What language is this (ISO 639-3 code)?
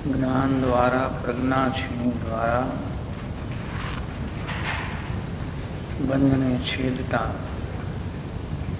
guj